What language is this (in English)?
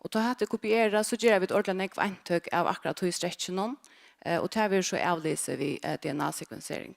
Faroese